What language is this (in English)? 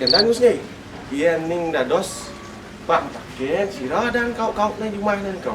Balinese